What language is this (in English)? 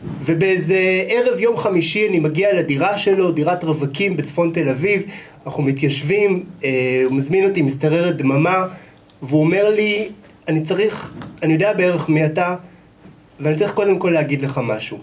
Hebrew